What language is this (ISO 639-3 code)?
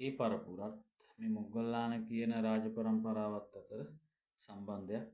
sin